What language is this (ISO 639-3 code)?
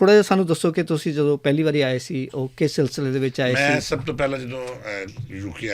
lah